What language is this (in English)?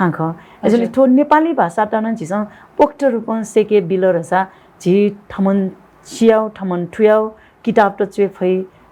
Newari